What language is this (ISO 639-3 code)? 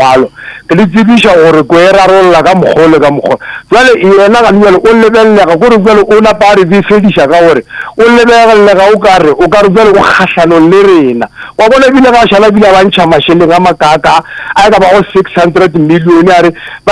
nso